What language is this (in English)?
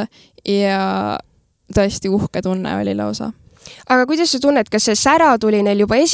Estonian